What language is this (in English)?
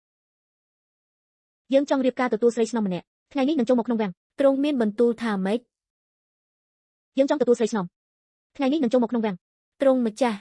Khmer